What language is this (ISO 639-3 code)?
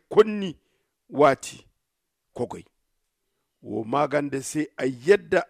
dje